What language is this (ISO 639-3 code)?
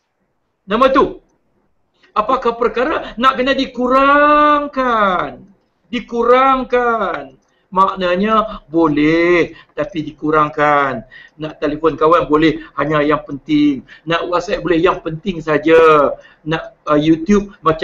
msa